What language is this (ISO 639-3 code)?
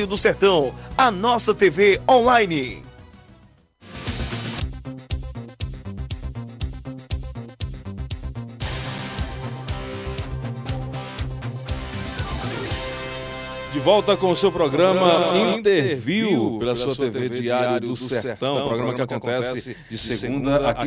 por